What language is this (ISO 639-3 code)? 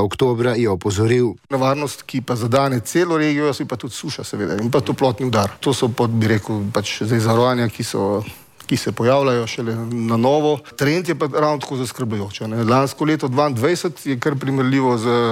slv